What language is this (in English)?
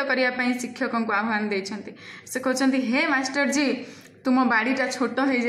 Odia